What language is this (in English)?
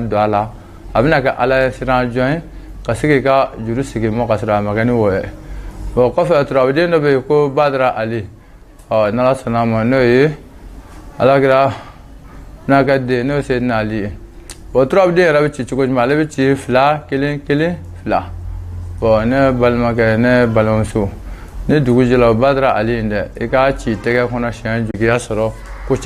Bambara